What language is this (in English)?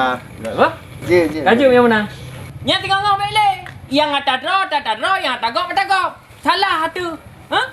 Achinese